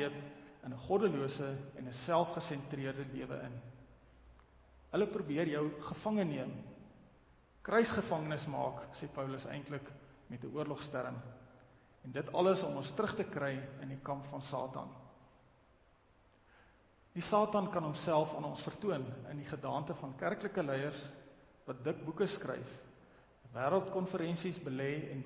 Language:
Afrikaans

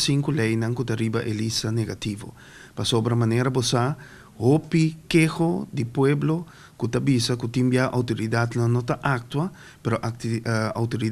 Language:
Papiamento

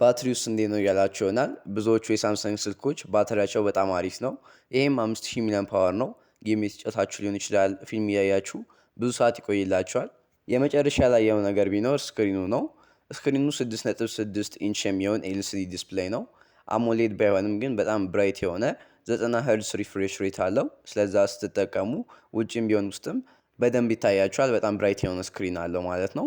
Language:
Amharic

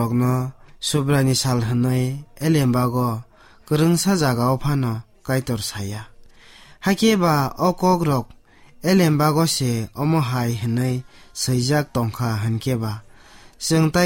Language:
Kok Borok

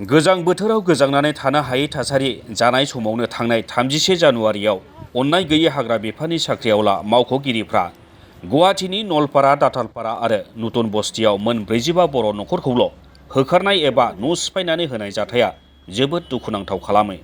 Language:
Bodo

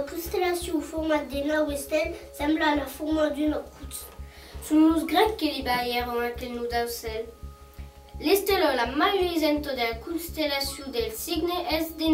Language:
Occitan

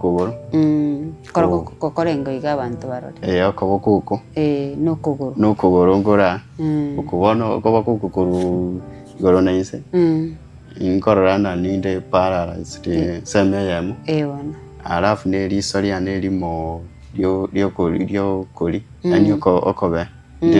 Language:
Gusii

